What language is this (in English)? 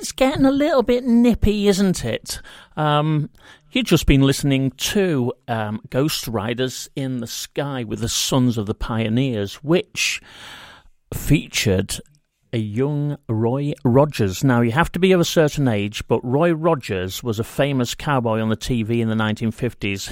English